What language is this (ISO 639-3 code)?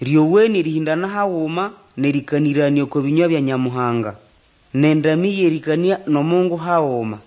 nnb